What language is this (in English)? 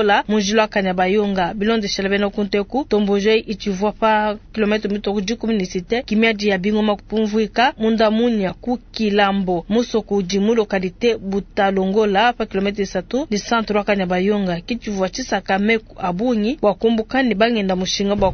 Luba-Lulua